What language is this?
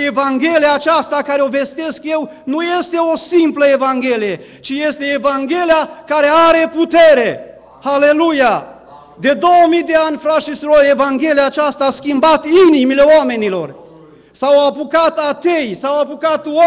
Romanian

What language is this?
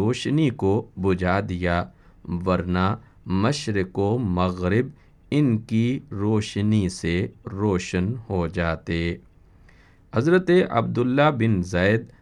Urdu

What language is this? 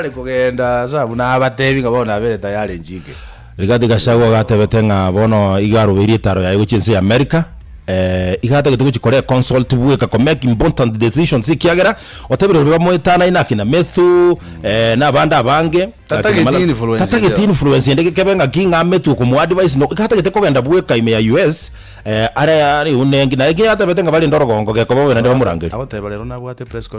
Gusii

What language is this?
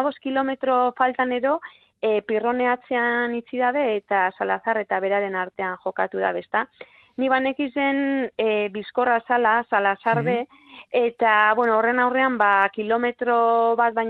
Basque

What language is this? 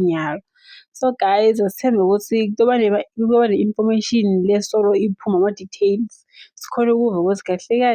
Zulu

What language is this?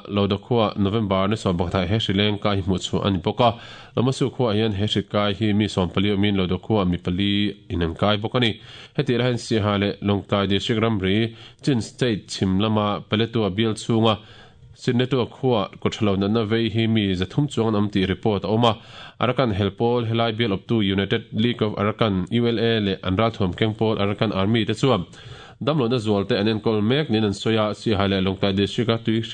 Mizo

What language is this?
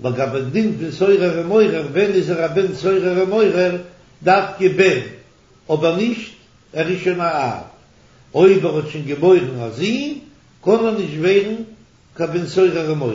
Yiddish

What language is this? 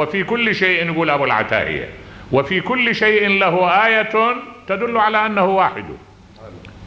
Arabic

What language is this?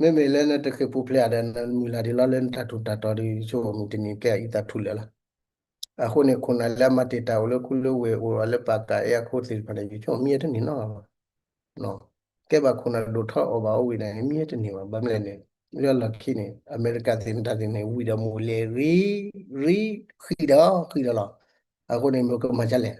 S'gaw Karen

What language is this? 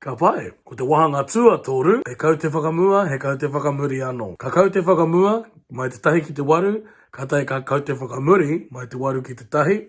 Māori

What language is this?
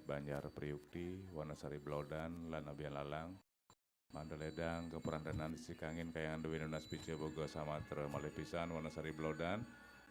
Balinese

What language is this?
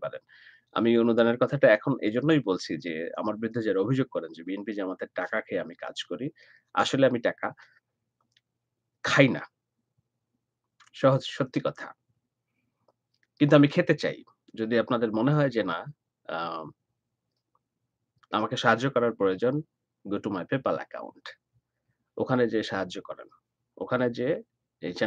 Bangla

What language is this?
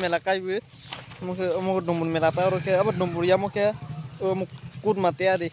Kok Borok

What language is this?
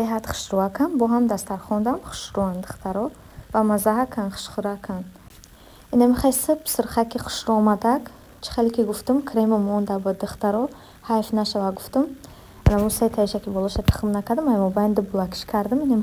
Tajik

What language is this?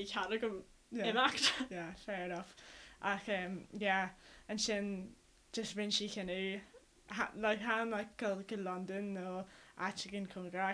Irish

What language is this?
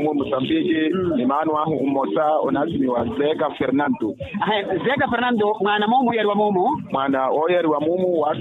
Makhuwa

